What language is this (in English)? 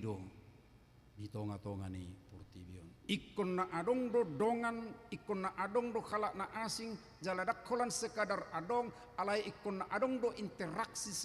Batak Toba